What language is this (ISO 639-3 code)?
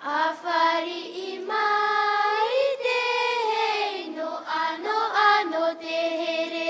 tah